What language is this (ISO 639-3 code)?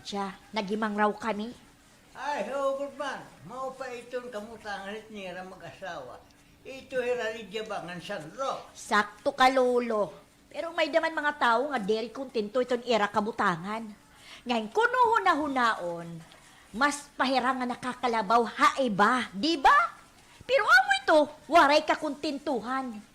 war